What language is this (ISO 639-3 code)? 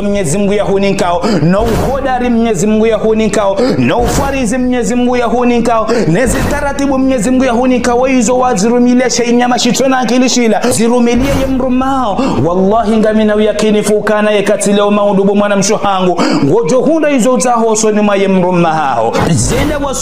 zdj